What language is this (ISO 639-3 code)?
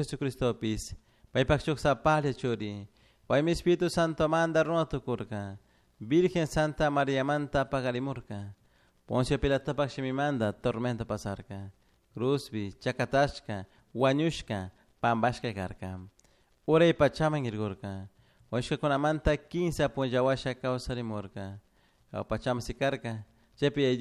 qug